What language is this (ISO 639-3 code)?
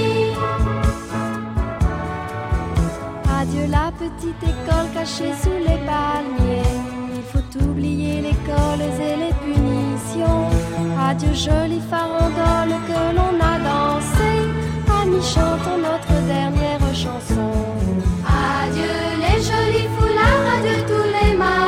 fra